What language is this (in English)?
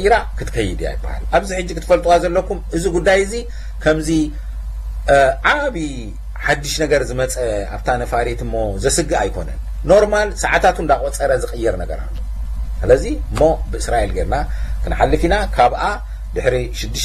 Tigrinya